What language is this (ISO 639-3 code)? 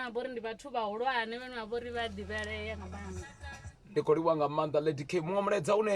ven